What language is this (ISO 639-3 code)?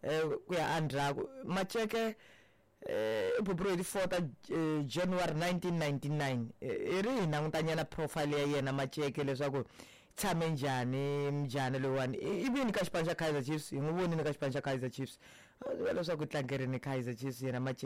tso